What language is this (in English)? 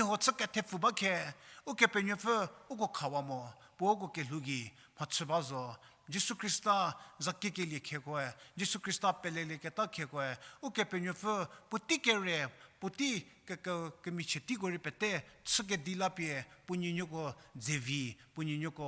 Angami Naga